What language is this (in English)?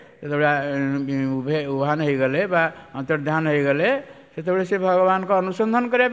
Odia